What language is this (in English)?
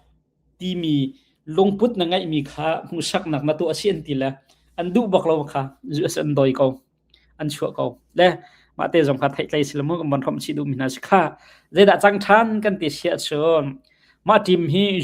Hakha Chin